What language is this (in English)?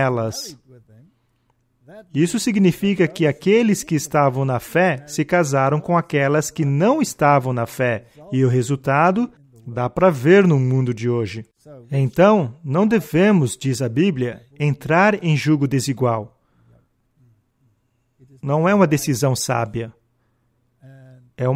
Portuguese